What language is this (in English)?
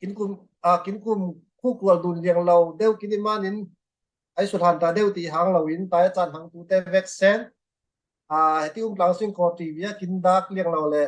Falam Chin